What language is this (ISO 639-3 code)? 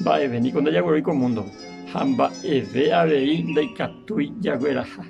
grn